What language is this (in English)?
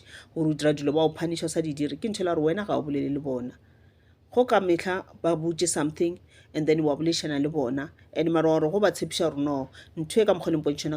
Northern Sotho